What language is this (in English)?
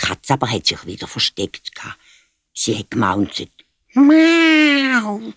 Swiss German